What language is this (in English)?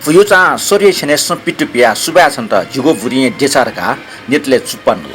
Newari